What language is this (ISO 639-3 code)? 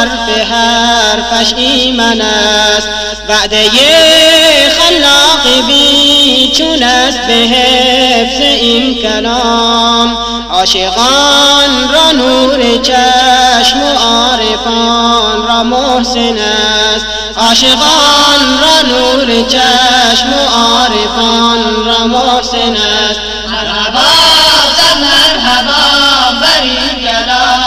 fas